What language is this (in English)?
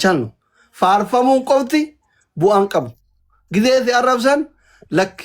Oromo